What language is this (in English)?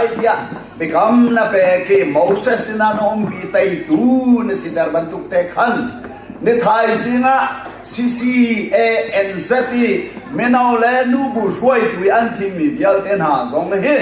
Hakha Chin